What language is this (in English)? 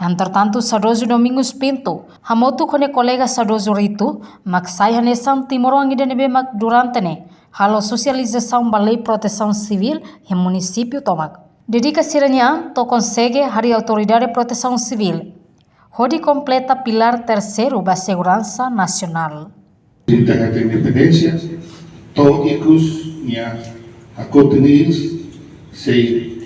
Tetum